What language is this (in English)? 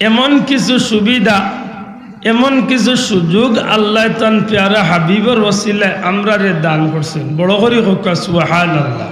Sylheti